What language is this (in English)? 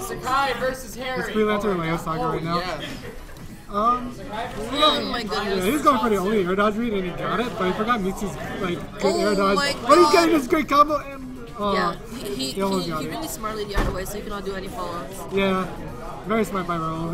English